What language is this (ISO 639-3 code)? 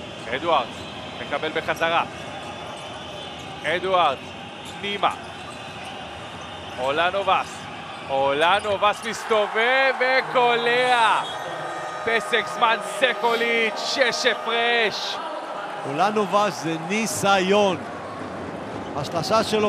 heb